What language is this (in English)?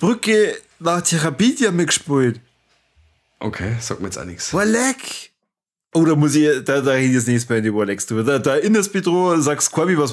Bavarian